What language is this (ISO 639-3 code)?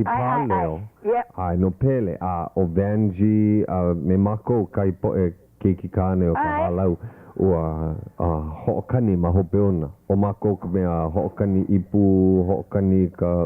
haw